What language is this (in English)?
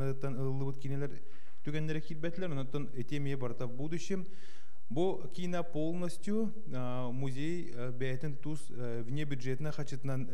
Yakut